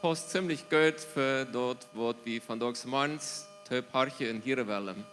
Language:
Plautdietsch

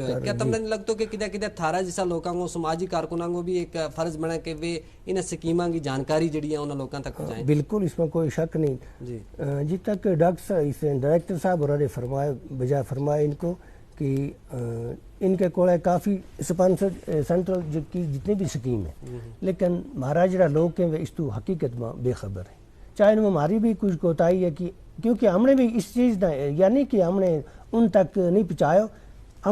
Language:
Gujari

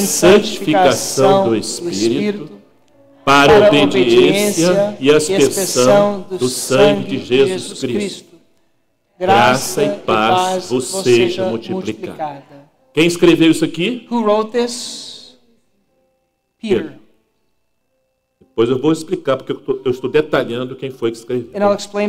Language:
Portuguese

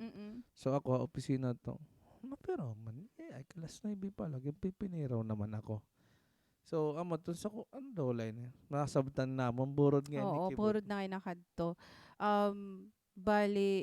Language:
Waray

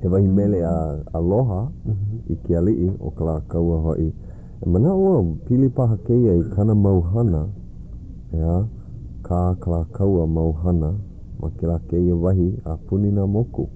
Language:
Hawaiian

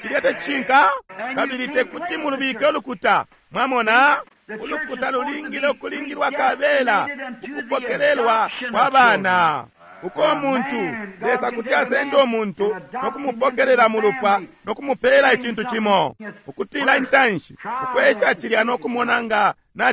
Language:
Bemba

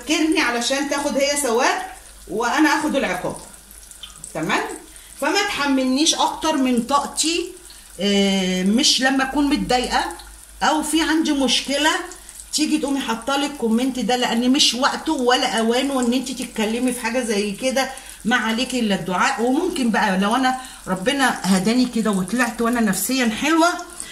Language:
Egyptian Arabic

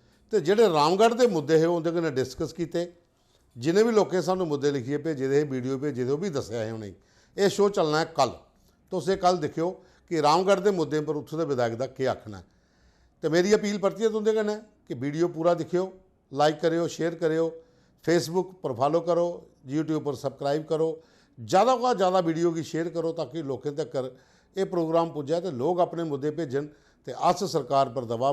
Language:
Dogri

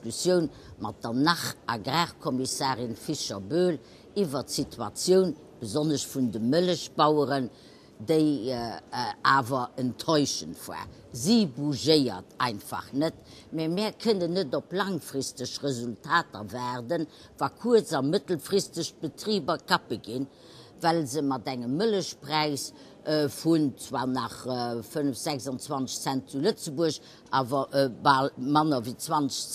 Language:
Luxembourgish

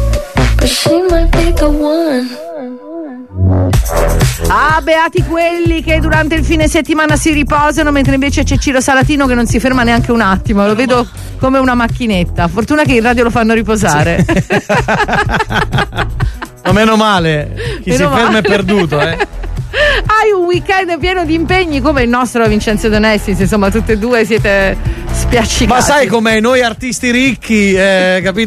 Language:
Italian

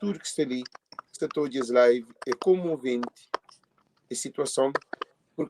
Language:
Kabuverdianu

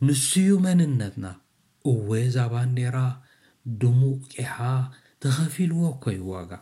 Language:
Tigrinya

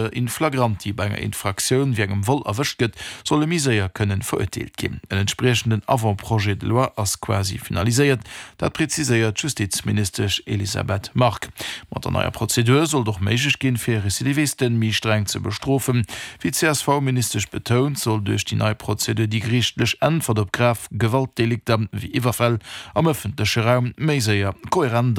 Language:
Luxembourgish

